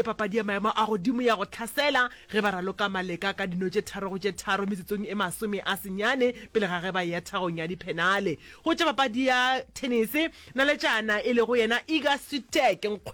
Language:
Northern Sotho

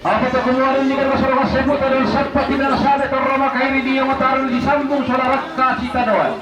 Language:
Toraja-Sa'dan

